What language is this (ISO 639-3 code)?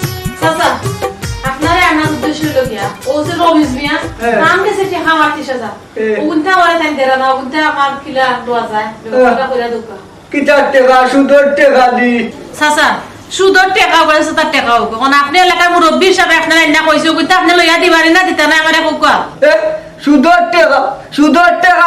syl